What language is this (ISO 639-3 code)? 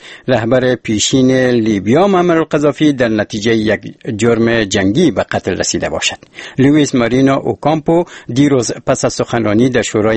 fas